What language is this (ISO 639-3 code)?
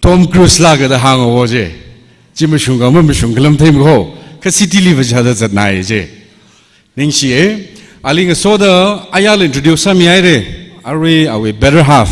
nmf